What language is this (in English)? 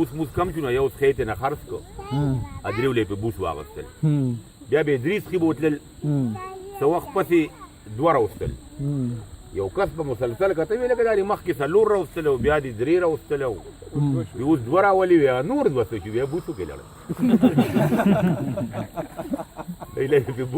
Pashto